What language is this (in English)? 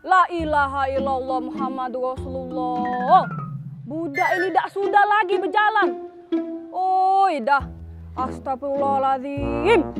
Musi